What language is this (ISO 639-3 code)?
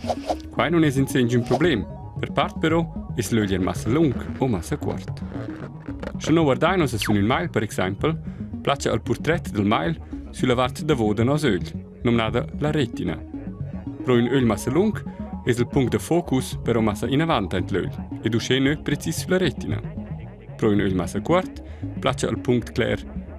roh